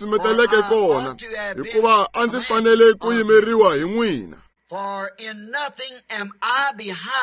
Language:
Tsonga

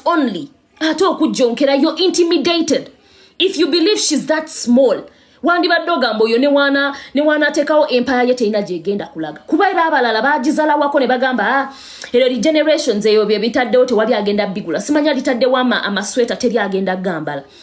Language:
Ganda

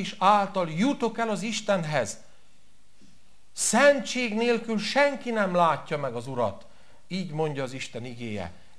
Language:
Hungarian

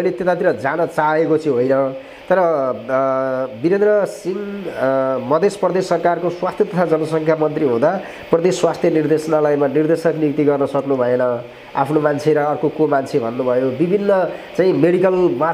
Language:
Nepali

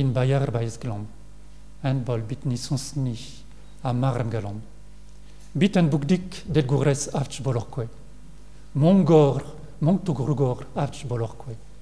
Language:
Mongolian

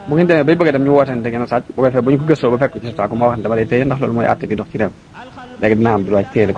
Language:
Wolof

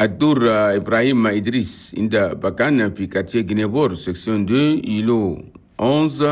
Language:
Chadian Arabic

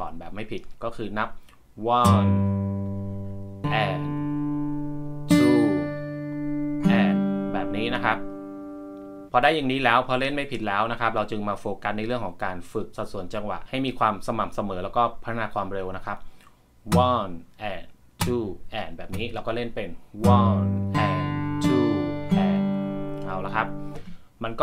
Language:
Thai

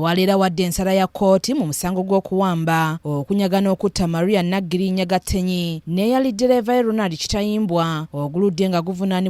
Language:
Ganda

